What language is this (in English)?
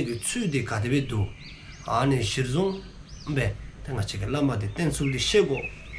Dzongkha